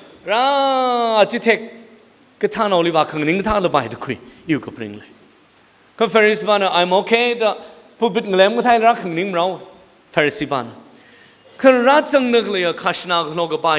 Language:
Tangkhul Naga (India)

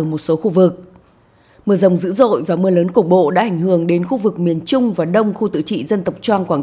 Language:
Vietnamese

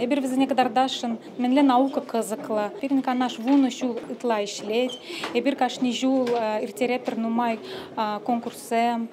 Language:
Chuvash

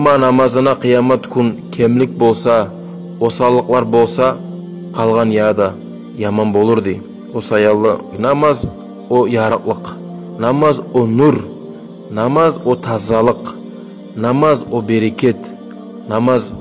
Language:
Kumyk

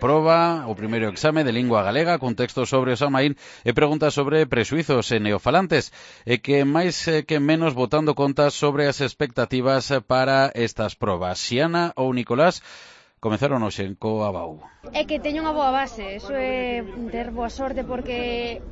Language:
Galician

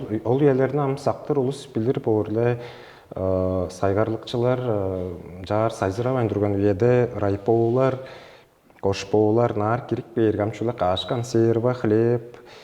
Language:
Tuvinian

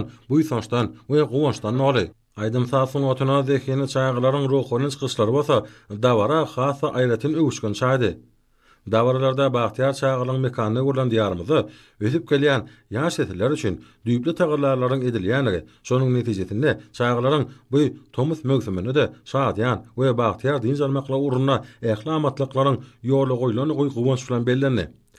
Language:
Turkmen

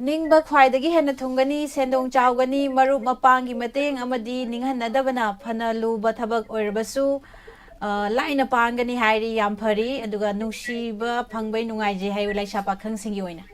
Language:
Manipuri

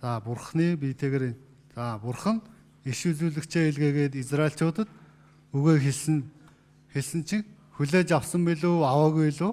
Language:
Mongolian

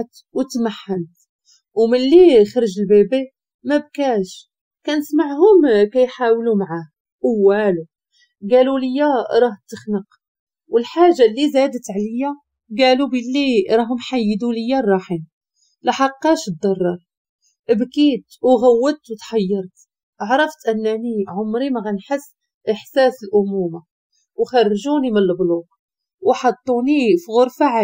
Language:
Moroccan Arabic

